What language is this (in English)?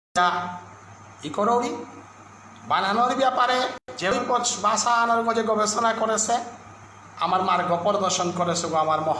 Bishnupriya